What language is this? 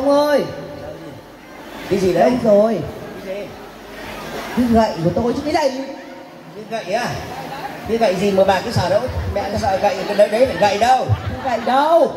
Vietnamese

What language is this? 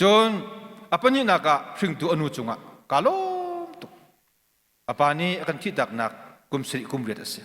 Hakha Chin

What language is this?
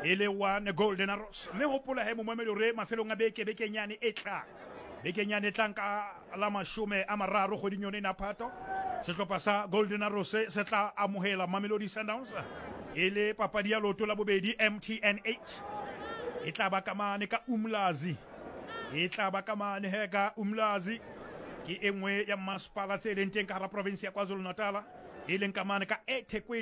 Southern Sotho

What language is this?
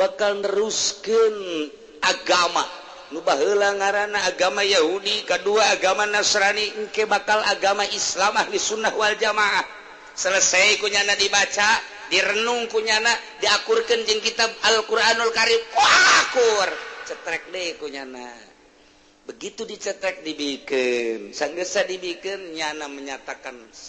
Sundanese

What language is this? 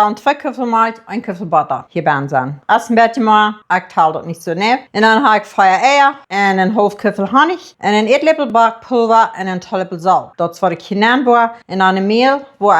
Plautdietsch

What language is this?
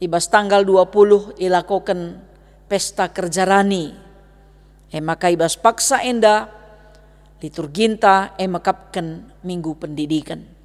Batak Karo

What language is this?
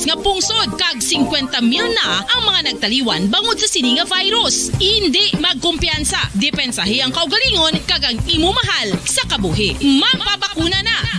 Hiligaynon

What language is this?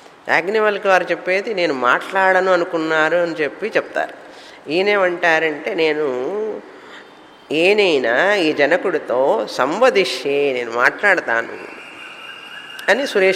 Telugu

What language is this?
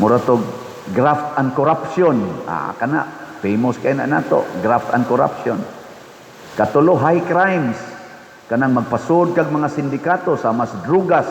Cebuano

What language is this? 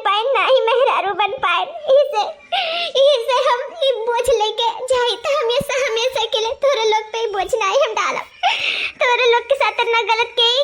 Awadhi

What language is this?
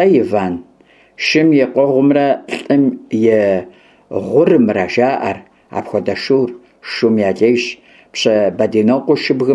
Kabardian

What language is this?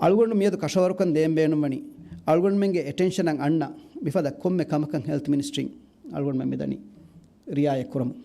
Divehi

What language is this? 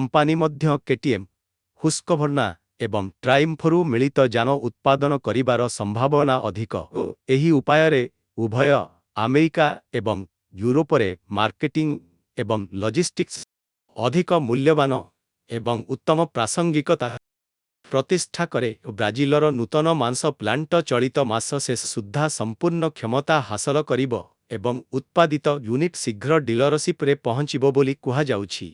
Odia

